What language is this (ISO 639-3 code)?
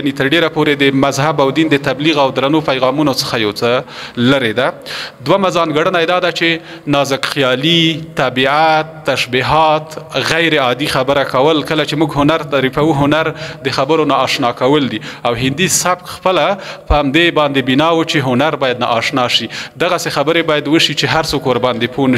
pus